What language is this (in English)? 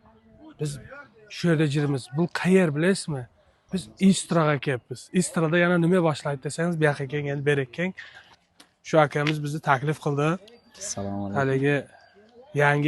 Uzbek